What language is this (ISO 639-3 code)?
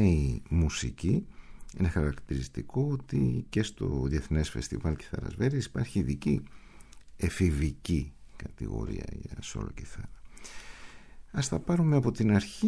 ell